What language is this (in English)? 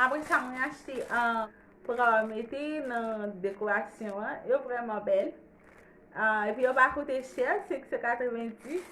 Haitian Creole